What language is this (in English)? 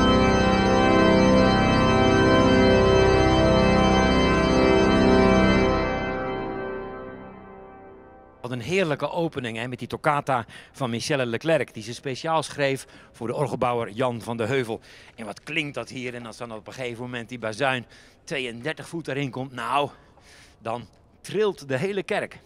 Dutch